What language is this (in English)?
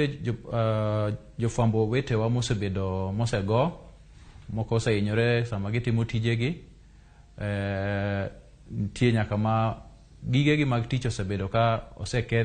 Luo (Kenya and Tanzania)